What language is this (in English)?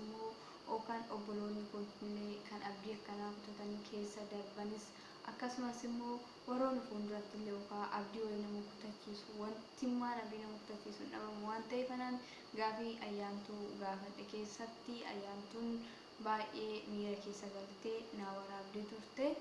Oromo